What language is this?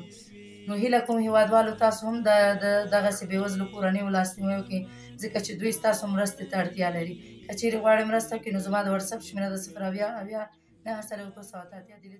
Pashto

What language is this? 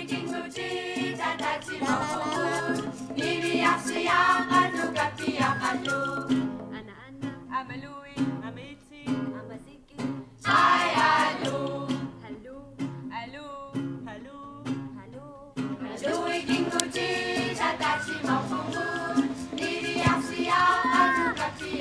Kalaallisut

